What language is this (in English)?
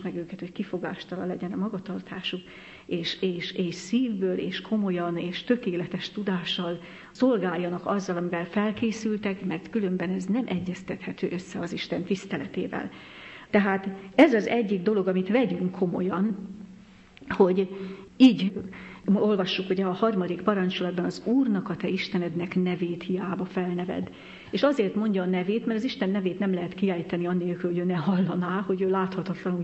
Hungarian